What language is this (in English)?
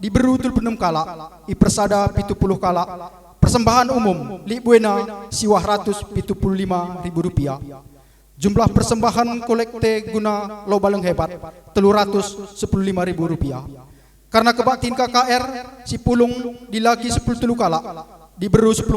Batak Karo